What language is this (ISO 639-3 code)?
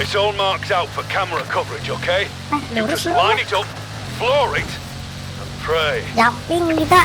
bjn